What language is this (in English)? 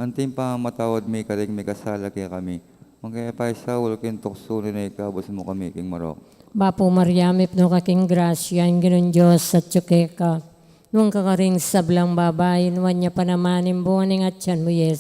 Pampanga